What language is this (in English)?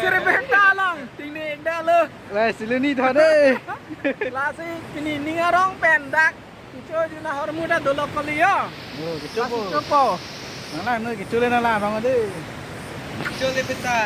Karbi